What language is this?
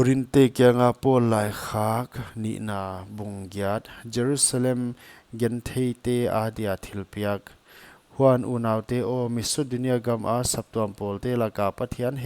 Paite Chin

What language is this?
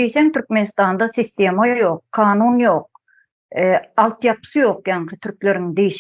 Turkmen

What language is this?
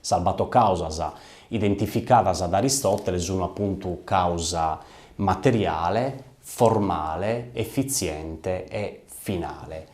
Sardinian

